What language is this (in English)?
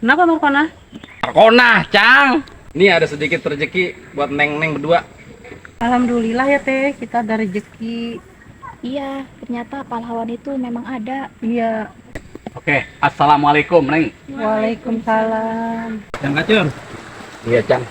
Betawi